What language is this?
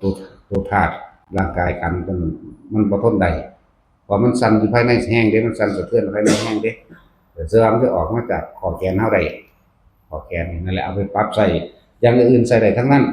Northeastern Thai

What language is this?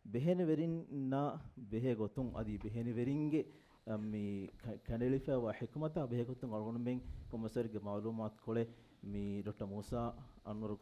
Divehi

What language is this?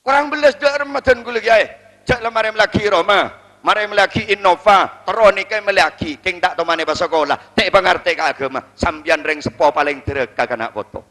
Madurese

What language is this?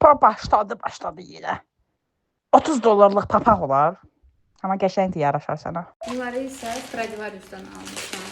Azerbaijani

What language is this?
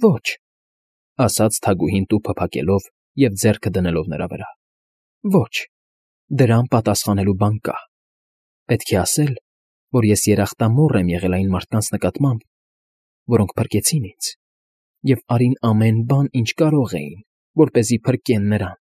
Armenian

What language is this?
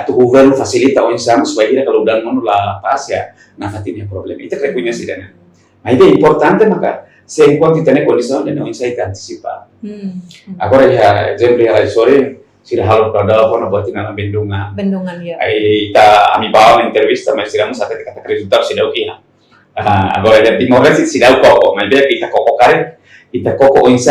Tetum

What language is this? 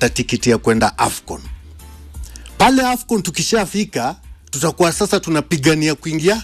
Swahili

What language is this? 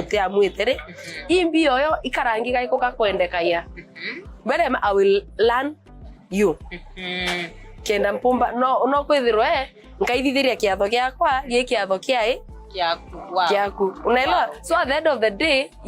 Meru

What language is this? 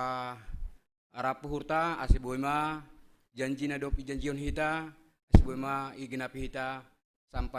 Batak Simalungun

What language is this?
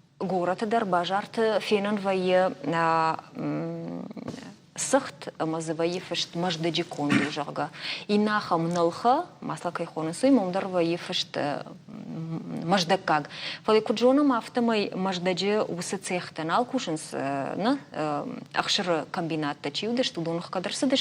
Ossetic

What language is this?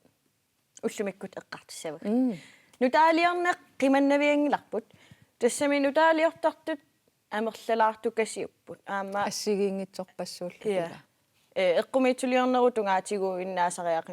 Kalaallisut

